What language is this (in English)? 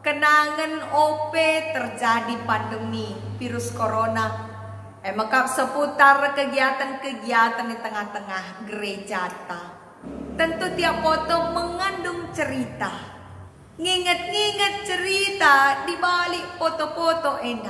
Batak Karo